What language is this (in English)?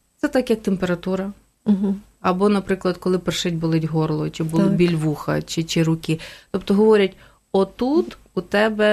Ukrainian